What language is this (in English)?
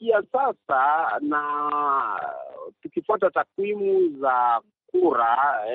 Swahili